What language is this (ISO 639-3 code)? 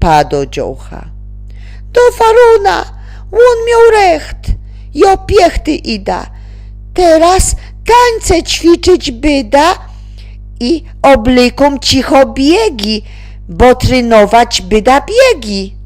szl